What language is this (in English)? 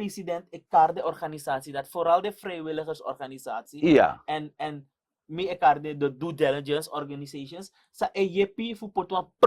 Sranan Tongo